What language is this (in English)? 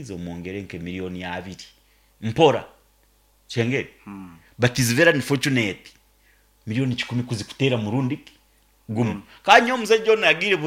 Nyankole